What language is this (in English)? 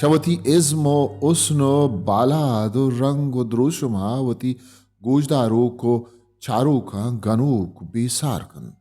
Baluchi